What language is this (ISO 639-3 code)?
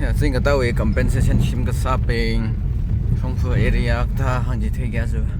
nmf